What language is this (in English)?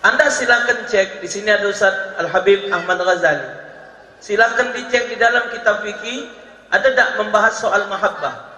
Musi